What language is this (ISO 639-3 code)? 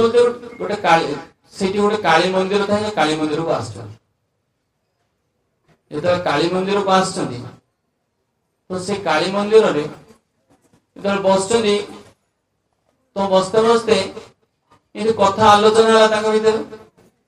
ori